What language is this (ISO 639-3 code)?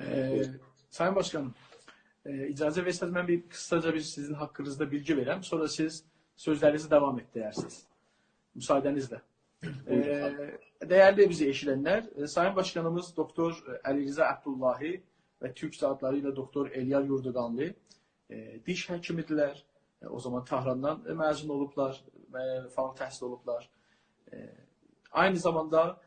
azb